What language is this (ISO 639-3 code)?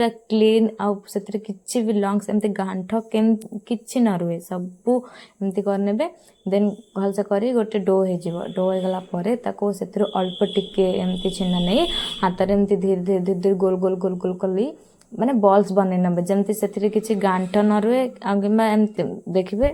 ori